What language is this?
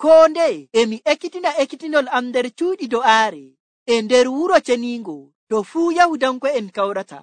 Nigerian Fulfulde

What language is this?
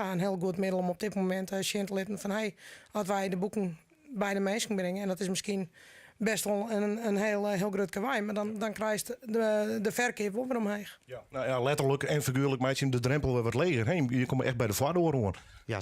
Western Frisian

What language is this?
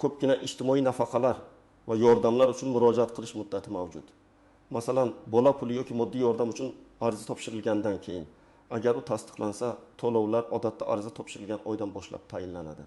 Uzbek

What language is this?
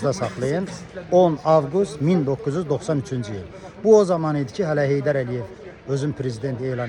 Azerbaijani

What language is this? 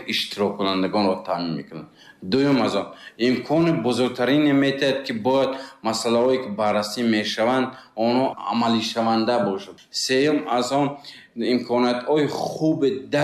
Tajik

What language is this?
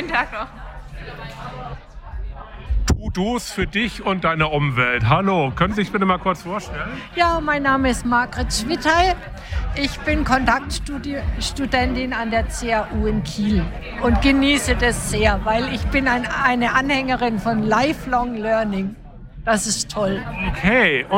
German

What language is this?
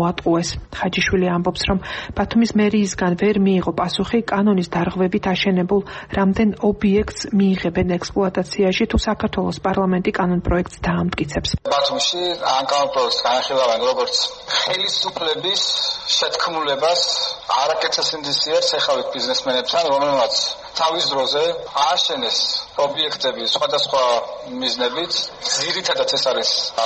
Georgian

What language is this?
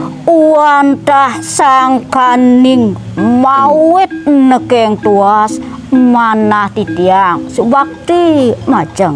Balinese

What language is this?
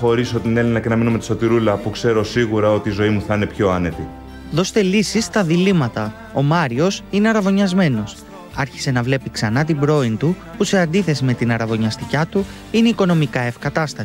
Greek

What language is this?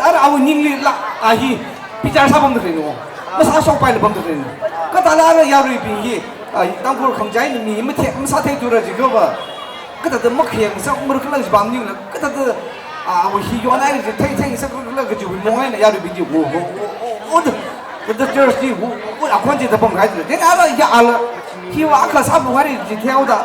Tangkhul Naga (India)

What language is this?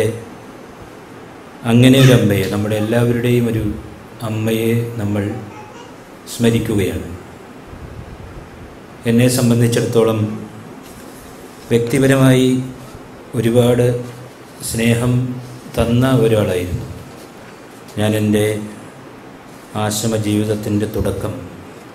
Malayalam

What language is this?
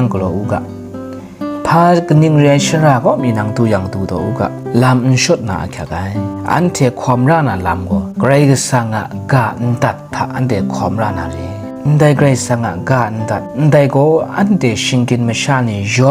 Kachin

